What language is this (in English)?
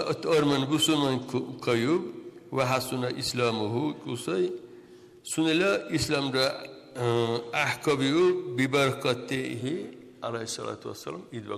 Dargwa